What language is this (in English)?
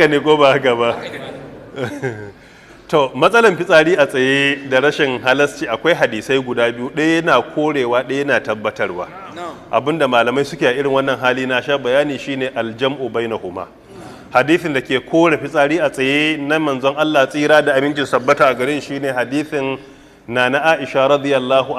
Hausa